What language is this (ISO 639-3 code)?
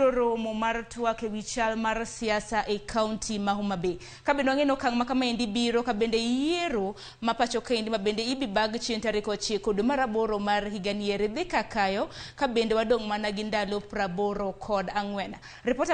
luo